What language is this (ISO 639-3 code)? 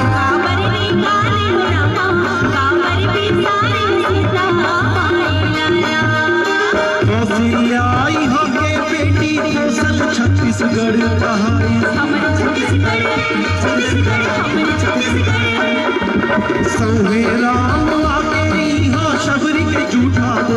hne